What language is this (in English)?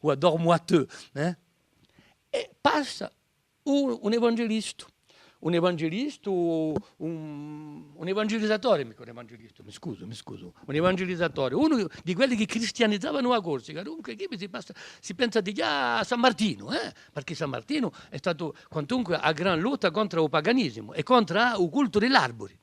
Corsican